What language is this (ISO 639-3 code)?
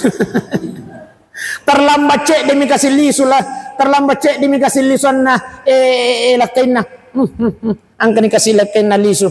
bug